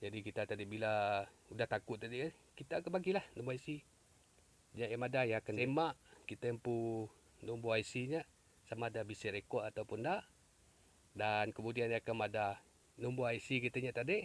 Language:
Iban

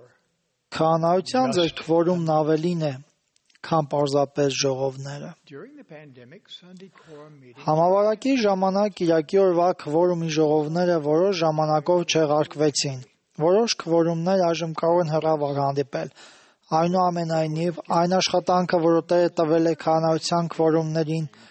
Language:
Armenian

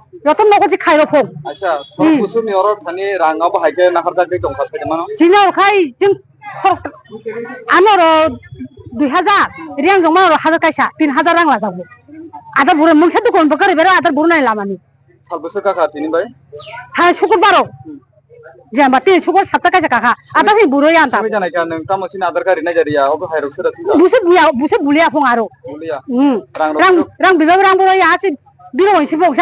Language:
Kok Borok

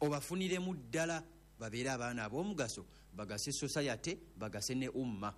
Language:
Ganda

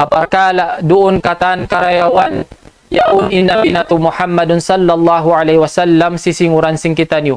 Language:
Tausug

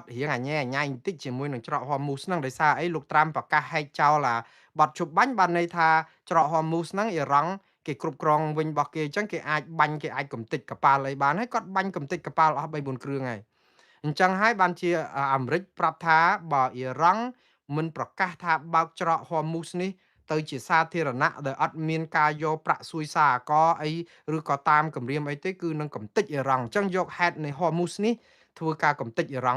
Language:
Khmer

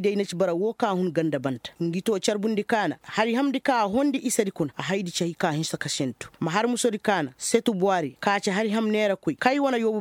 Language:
Koyraboro Senni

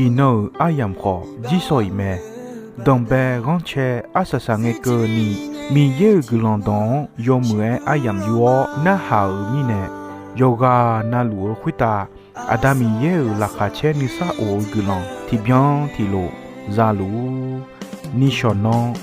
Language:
Akha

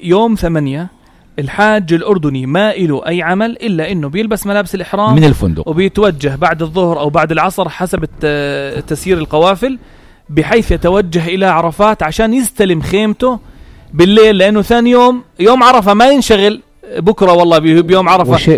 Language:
North Levantine Arabic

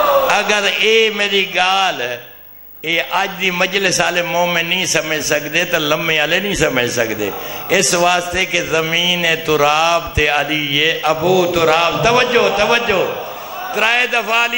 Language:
Saraiki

